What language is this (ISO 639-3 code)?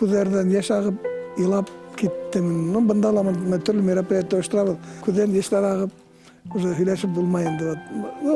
bak